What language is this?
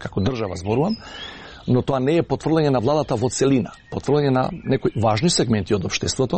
Macedonian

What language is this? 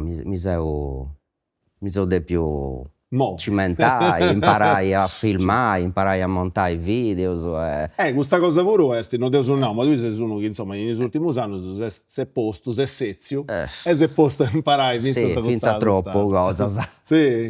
Sardinian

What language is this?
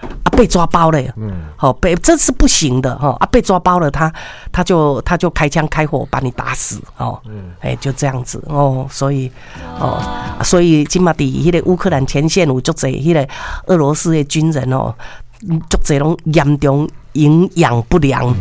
Min Nan Chinese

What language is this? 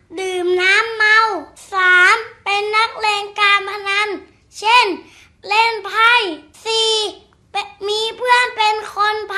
Thai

